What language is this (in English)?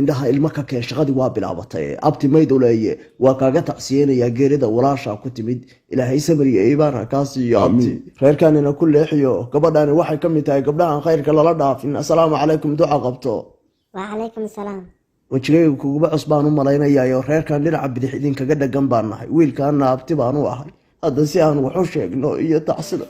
Somali